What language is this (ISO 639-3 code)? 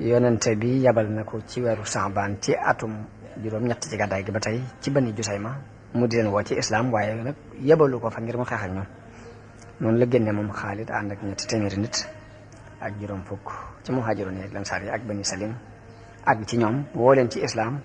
wol